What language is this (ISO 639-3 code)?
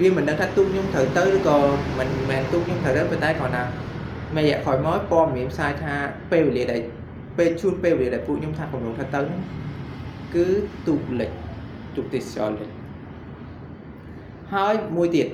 khm